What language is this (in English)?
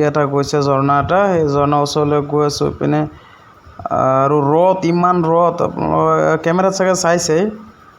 Assamese